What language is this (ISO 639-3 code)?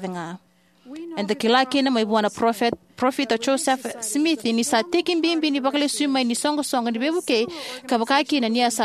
fij